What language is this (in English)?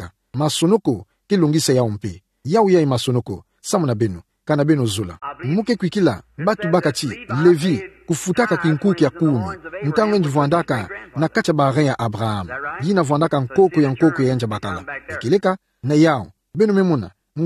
Kituba (Democratic Republic of Congo)